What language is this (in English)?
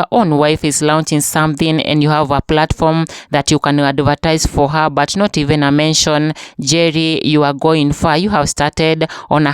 Kikuyu